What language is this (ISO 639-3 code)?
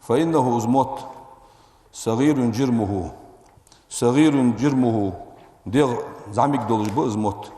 inh